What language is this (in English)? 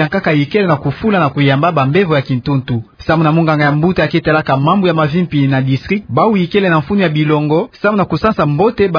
Kituba (Democratic Republic of Congo)